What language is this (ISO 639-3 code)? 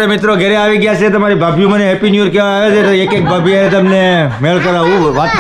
guj